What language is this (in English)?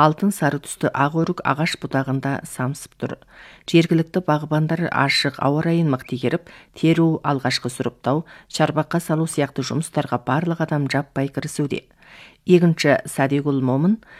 Kazakh